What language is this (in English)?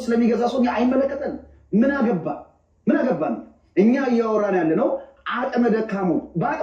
Amharic